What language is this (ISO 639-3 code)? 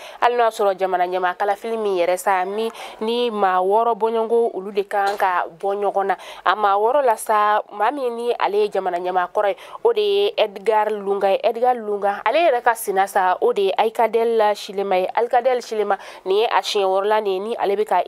bam